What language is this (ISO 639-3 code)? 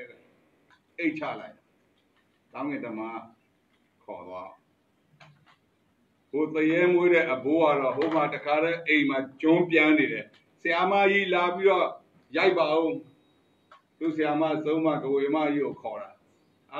mya